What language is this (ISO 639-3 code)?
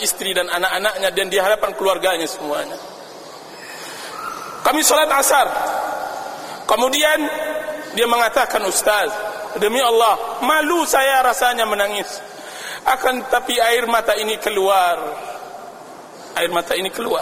ind